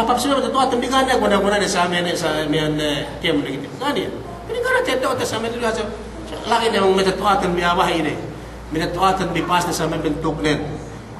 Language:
Yakan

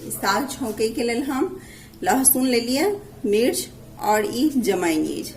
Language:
Maithili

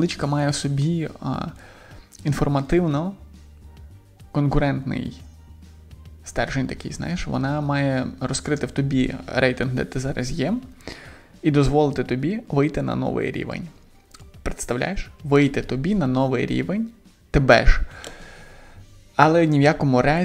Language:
Ukrainian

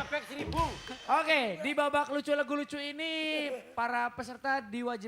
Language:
Betawi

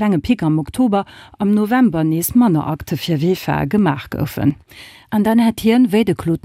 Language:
Luxembourgish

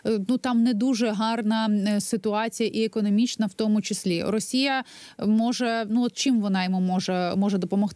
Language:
Ukrainian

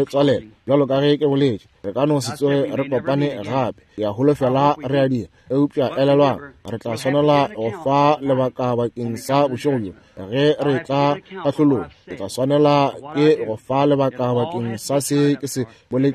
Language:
Northern Sotho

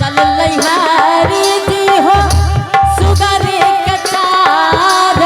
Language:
Angika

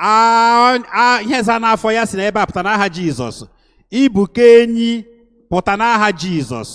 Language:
Igbo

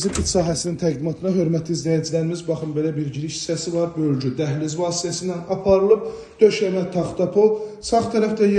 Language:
Azerbaijani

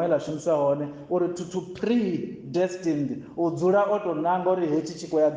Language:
Venda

